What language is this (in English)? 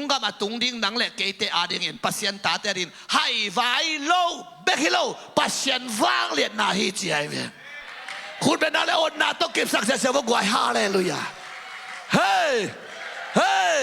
Tedim Chin